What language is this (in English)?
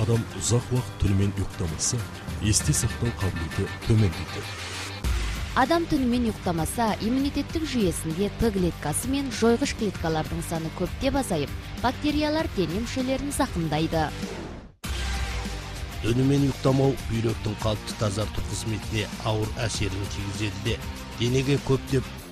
Kazakh